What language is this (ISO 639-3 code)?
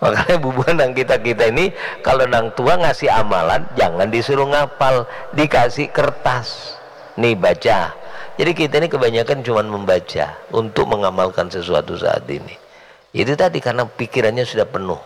bjn